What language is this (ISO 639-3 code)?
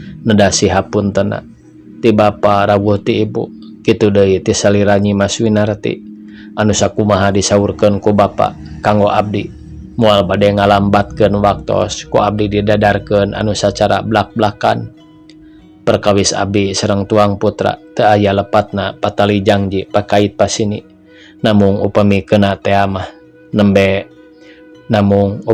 sun